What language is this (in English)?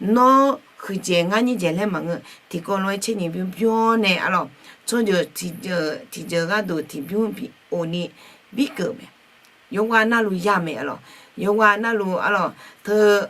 Akha